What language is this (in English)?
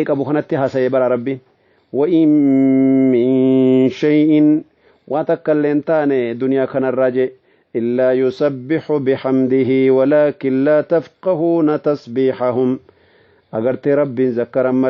Oromo